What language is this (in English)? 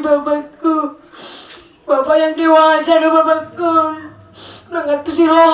Batak Toba